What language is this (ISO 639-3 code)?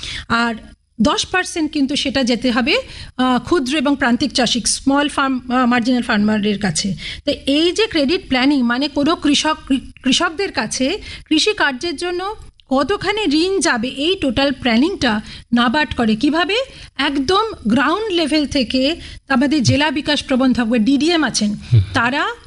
ben